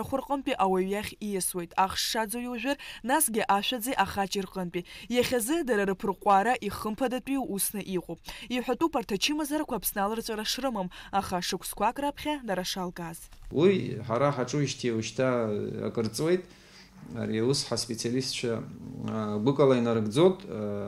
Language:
Abkhazian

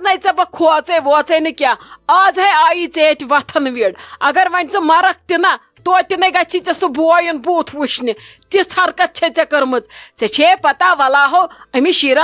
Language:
Kashmiri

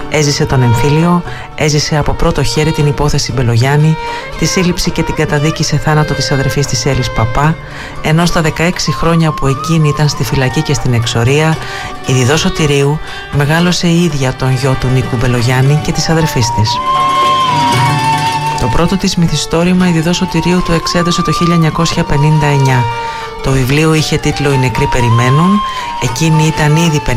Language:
Greek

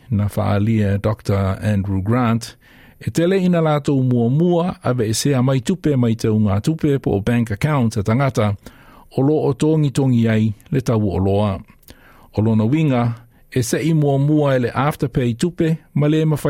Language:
Samoan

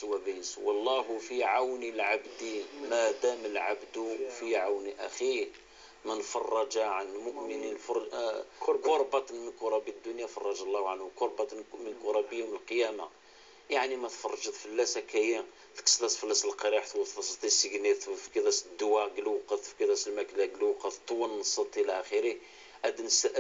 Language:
Kabyle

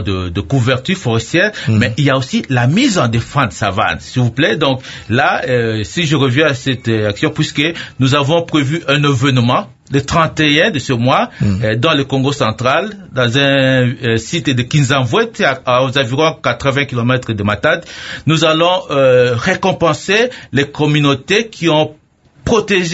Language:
French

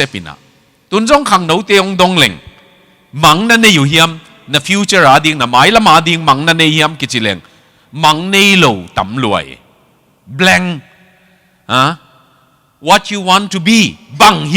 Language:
Tedim Chin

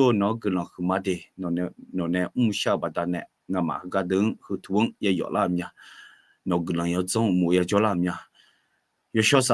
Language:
Akha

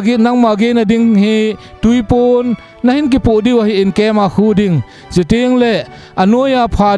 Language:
Thado Chin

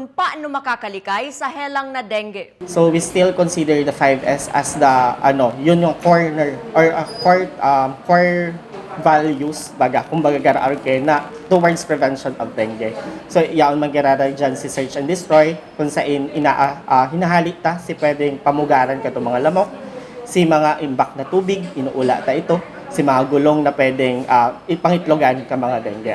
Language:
Bikol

